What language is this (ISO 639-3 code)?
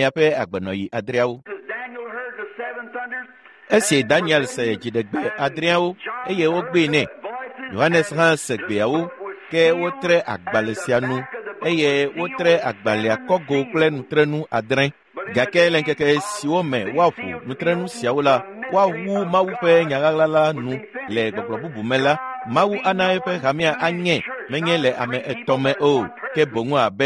ewe